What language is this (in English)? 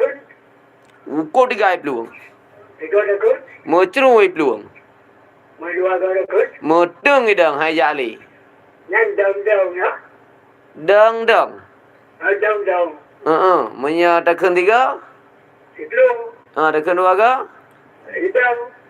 Achinese